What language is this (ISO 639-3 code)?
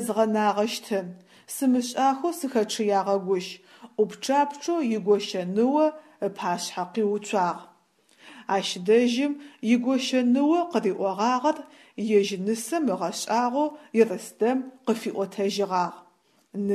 ady